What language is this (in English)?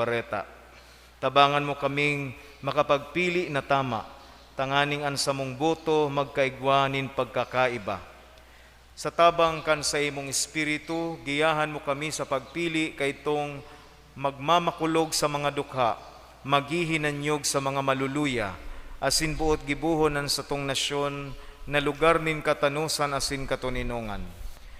Bikol